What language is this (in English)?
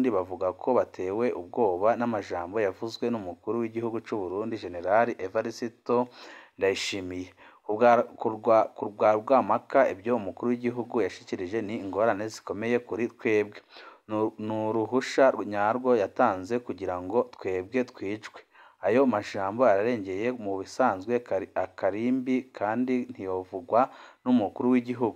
Rundi